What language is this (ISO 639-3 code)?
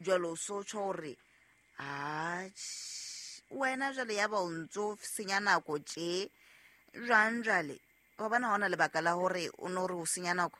sot